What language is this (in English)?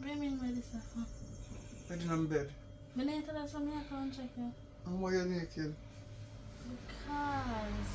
Jamaican Creole English